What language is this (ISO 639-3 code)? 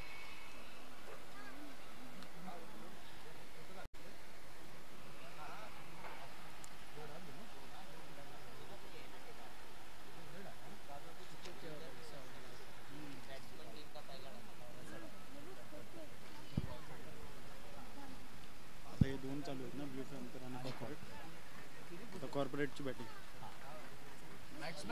mar